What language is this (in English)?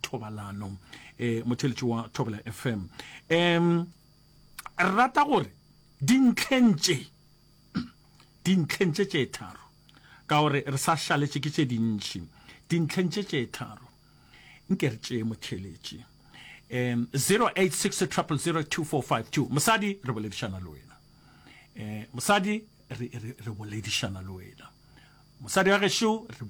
Northern Sotho